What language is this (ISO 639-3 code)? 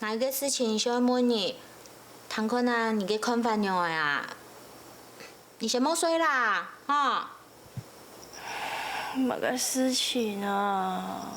hak